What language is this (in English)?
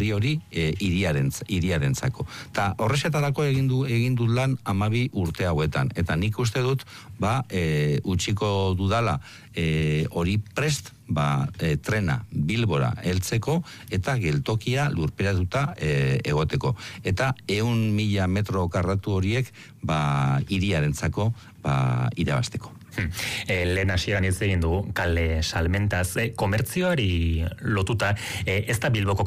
Basque